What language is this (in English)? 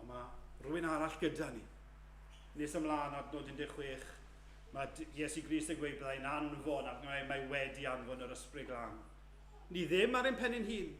Welsh